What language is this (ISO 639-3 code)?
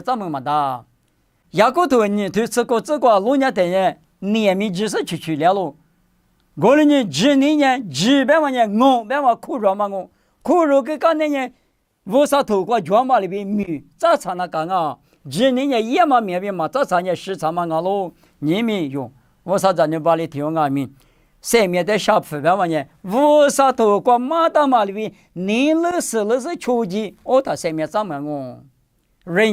lis